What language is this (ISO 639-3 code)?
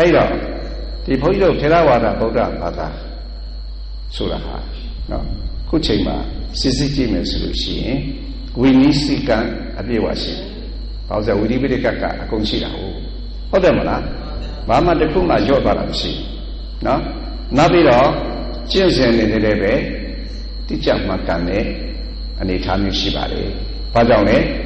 mya